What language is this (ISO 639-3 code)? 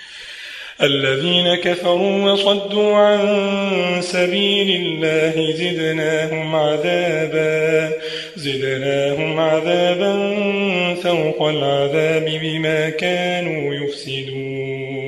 ara